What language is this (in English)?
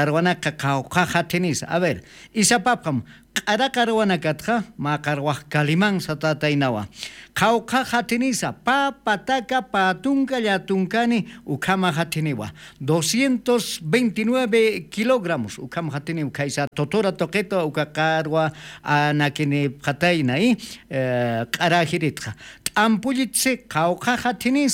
Aymara